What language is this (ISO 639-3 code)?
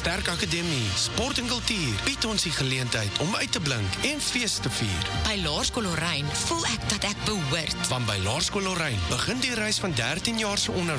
afr